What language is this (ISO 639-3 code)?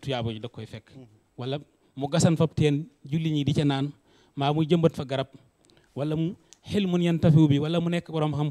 wol